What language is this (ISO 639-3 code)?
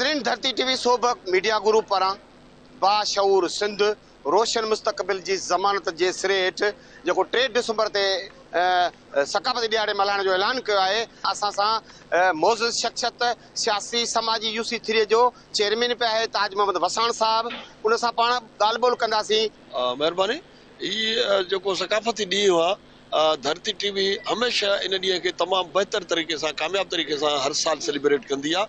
snd